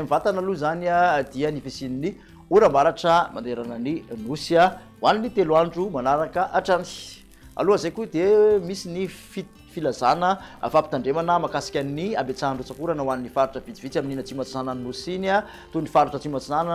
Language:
Malagasy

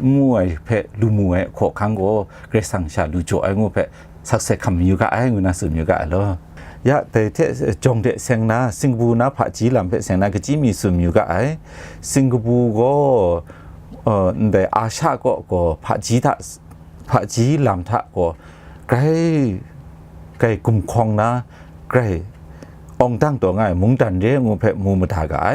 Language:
Kachin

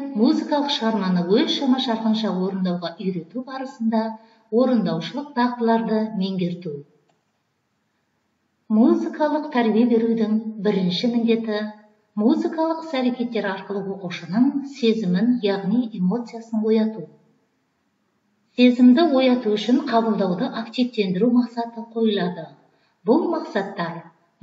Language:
Kazakh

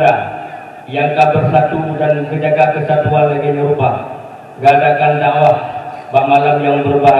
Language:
Achinese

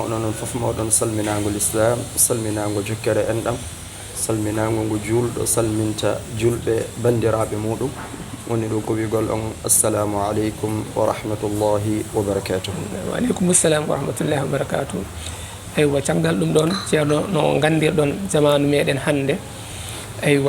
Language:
Fula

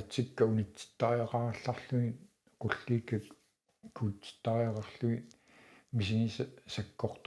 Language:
Kalaallisut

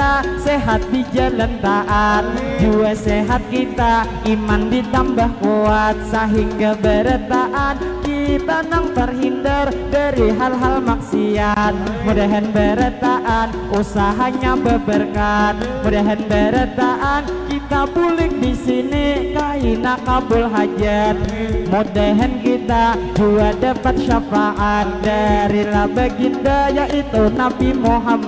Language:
Banjar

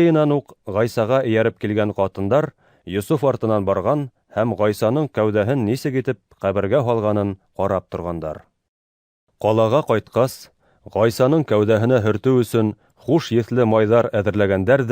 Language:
Bashkir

